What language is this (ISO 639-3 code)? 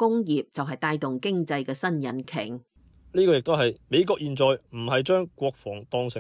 yue